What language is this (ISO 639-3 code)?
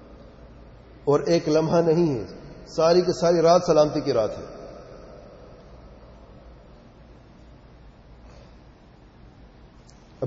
urd